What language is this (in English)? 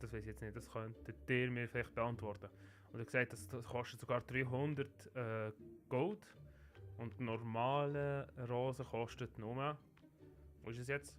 Swiss German